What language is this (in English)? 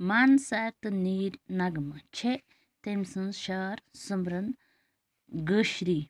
Kashmiri